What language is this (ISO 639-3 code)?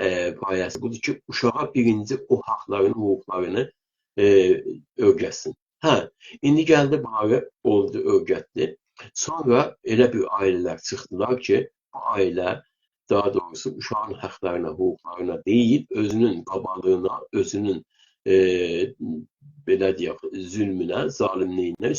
azb